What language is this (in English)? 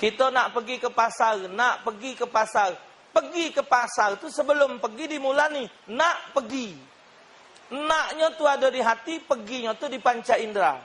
Musi